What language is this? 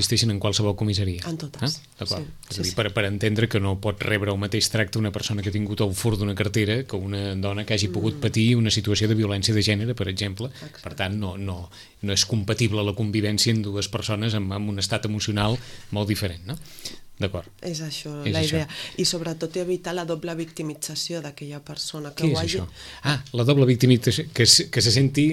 Catalan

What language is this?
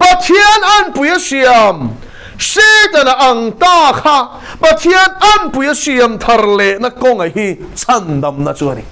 Mizo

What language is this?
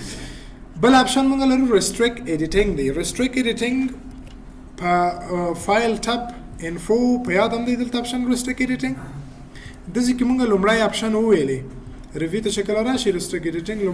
Pashto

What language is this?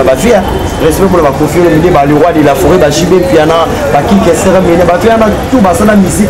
Lingala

